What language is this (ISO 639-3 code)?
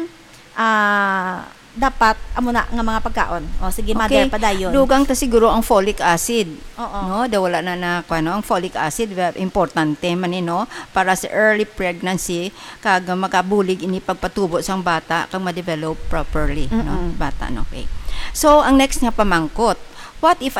hil